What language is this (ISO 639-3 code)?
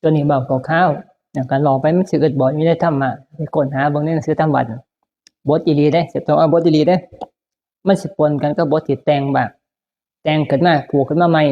tts